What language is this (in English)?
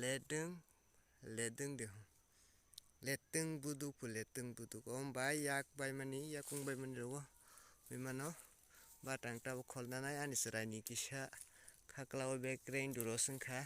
Kok Borok